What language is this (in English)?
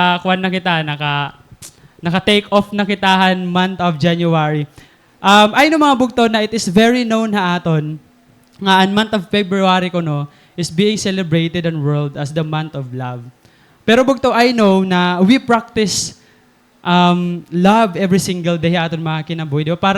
Waray